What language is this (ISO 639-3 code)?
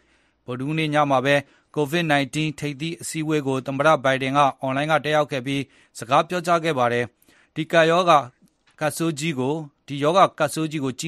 mya